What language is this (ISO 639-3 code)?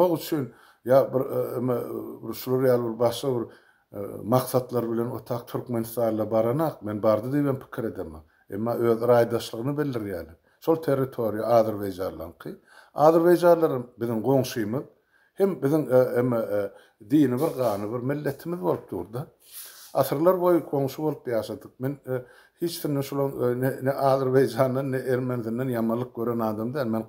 tuk